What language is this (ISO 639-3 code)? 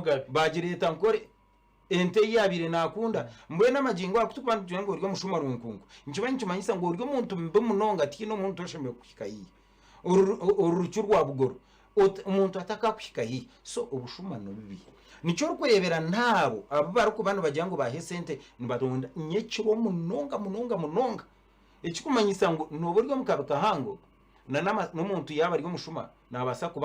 nyn